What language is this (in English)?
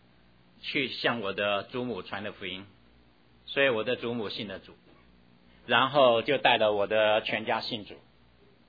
Chinese